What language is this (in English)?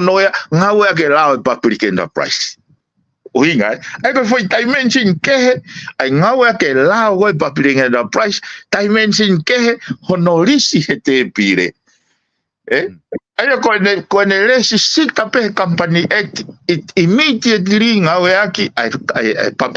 Tongan